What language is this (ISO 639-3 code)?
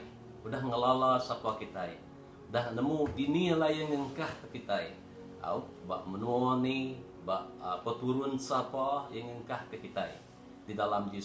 iba